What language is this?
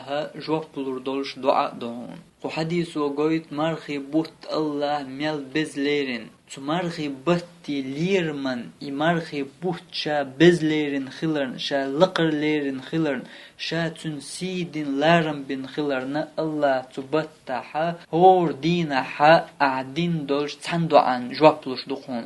Chechen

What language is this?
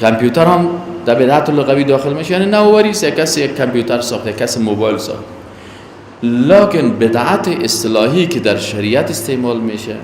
Persian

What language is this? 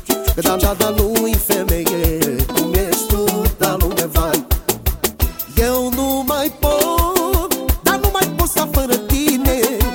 Romanian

